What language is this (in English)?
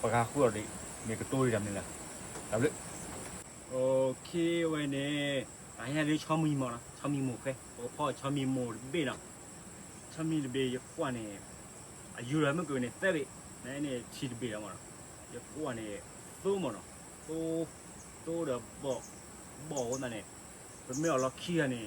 S'gaw Karen